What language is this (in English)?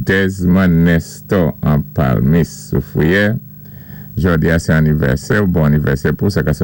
Saint Lucian Creole French